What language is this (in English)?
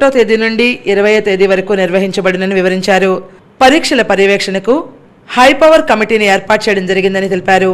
Telugu